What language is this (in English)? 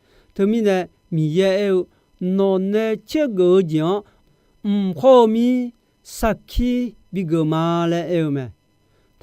Akha